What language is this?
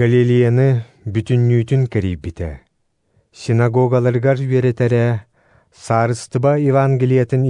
Yakut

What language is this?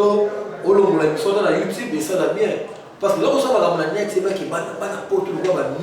Lingala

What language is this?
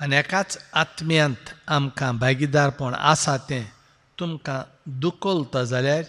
Konkani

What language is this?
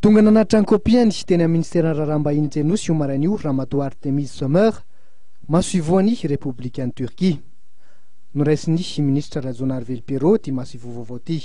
Malagasy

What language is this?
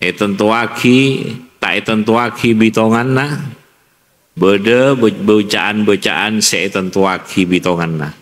Madurese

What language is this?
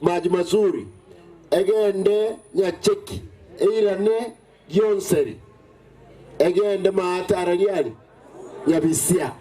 Gusii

